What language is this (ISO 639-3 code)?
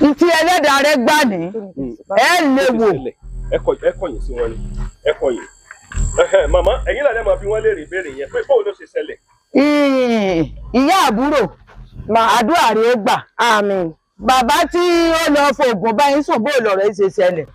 yor